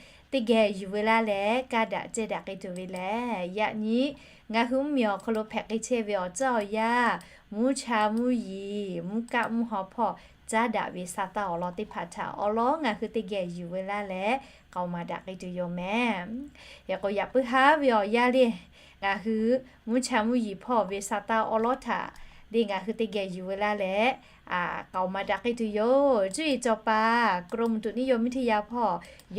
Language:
Lahu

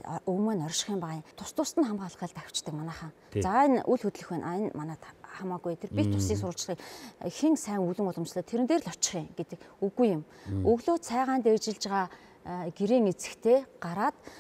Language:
Mongolian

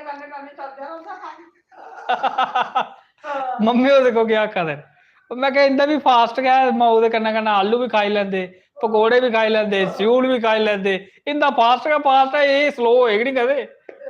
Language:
Dogri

